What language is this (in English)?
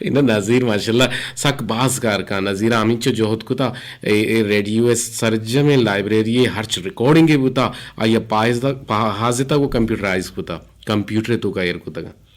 Eastern Balochi